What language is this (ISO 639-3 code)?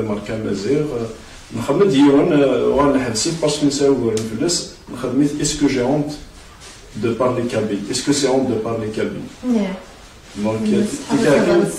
kab